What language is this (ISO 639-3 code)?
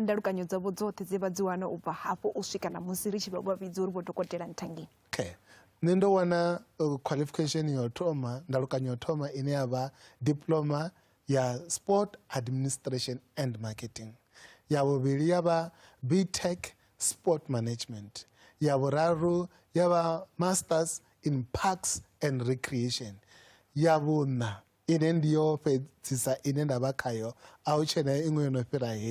ven